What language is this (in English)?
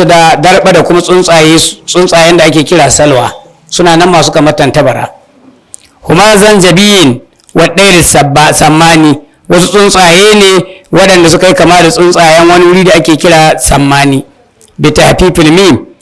Hausa